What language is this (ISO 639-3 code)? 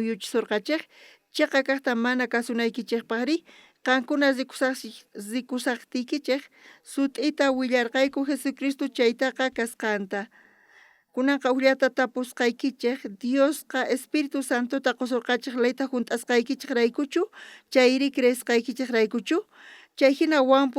quh